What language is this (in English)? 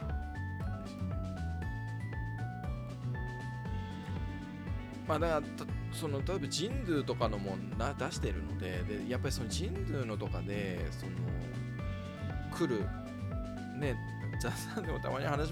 Japanese